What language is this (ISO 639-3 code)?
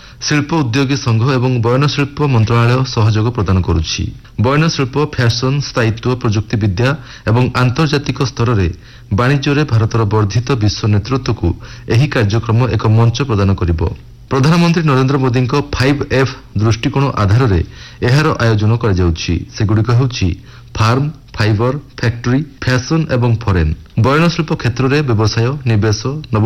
ori